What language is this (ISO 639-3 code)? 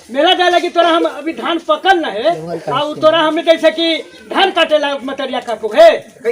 mag